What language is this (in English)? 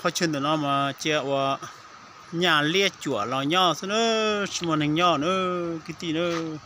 Hmong